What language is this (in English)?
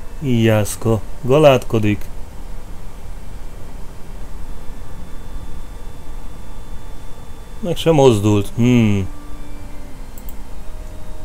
Hungarian